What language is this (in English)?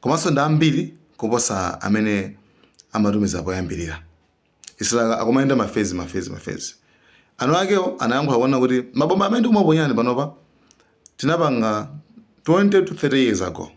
Nyanja